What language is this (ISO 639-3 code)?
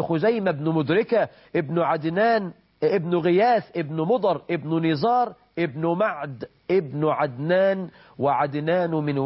ara